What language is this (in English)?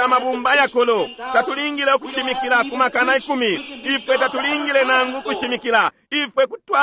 Bemba